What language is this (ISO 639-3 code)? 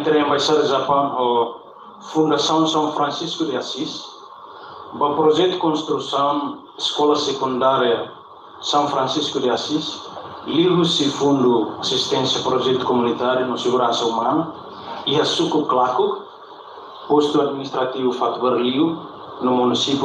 tet